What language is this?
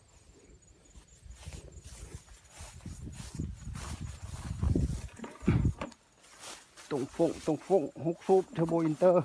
Lao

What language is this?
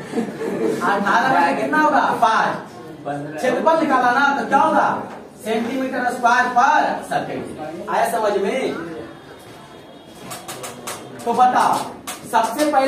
Hindi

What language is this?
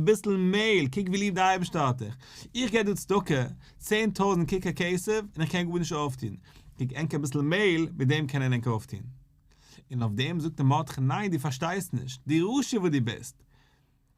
Yiddish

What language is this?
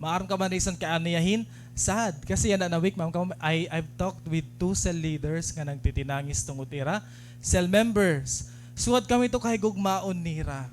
Waray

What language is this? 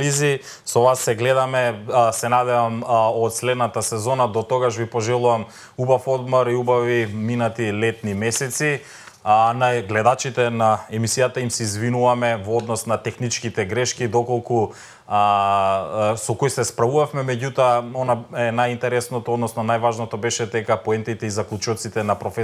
Macedonian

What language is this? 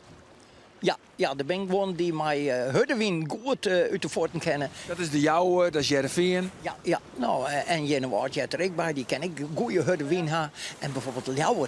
Western Frisian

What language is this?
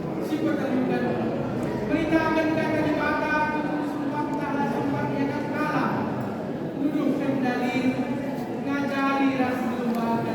Batak Karo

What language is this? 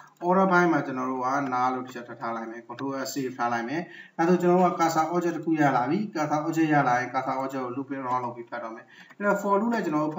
Burmese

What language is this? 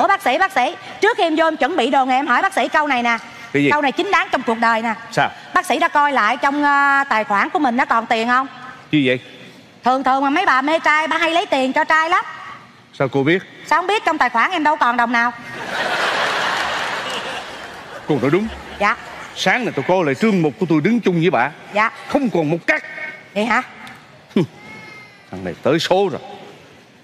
Vietnamese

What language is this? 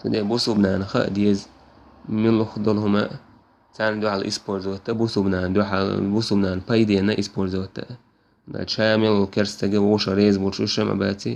Chechen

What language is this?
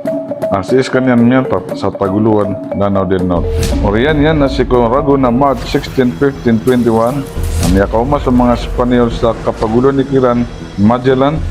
Maranao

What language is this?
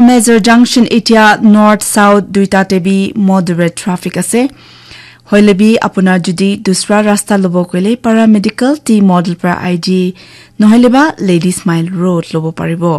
Naga Pidgin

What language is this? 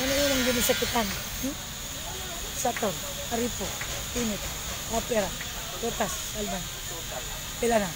Cebuano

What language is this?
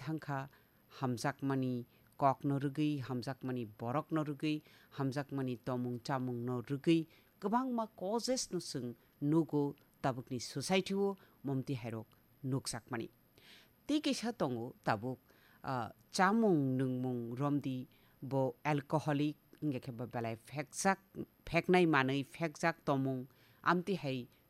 Kok Borok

